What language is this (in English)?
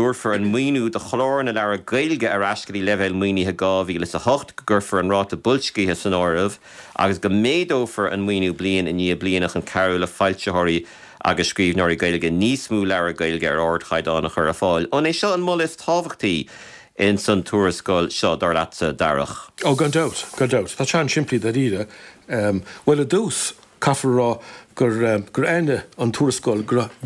Irish